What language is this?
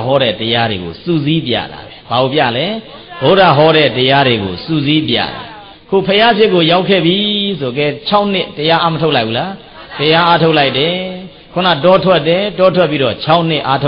Burmese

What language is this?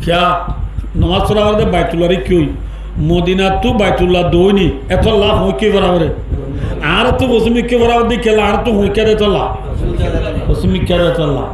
Rohingya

